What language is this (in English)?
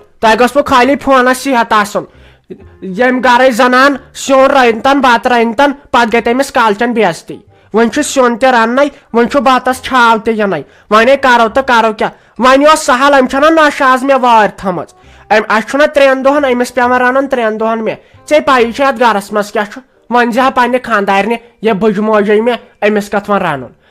Kashmiri